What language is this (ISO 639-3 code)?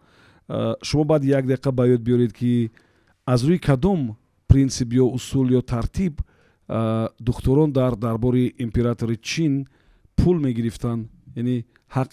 tgk